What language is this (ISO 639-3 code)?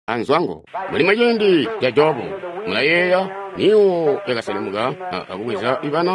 toi